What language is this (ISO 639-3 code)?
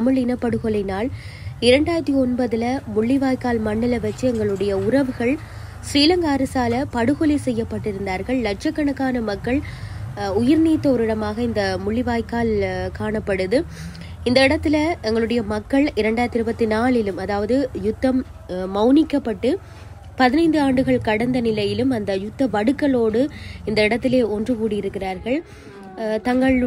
tam